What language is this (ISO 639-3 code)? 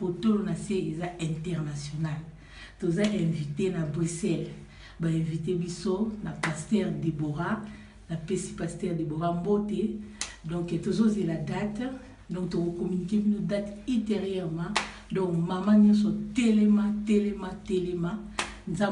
lin